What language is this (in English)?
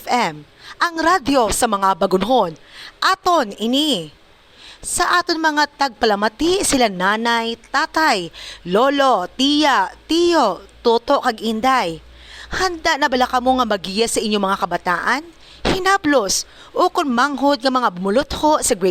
Hiligaynon